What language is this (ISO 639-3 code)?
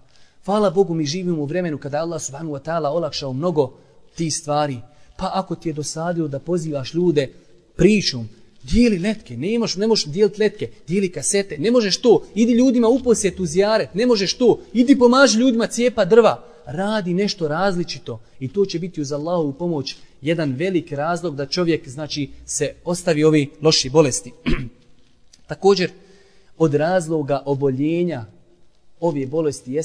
bos